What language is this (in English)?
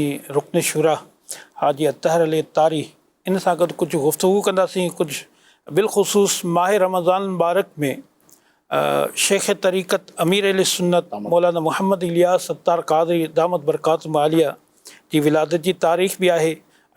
Sindhi